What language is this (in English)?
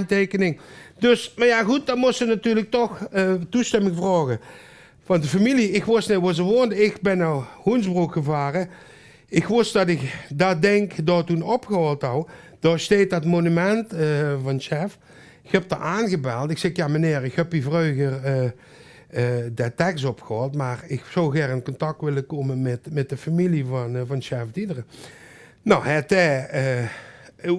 Limburgish